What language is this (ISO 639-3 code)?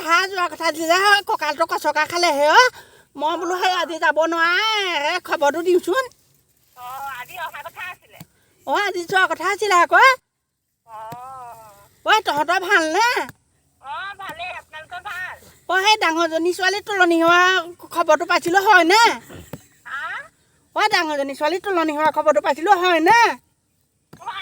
asm